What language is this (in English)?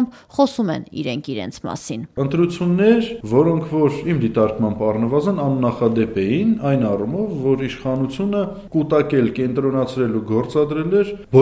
Armenian